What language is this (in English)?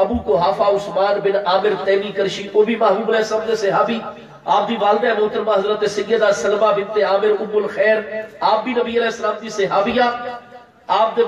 Saraiki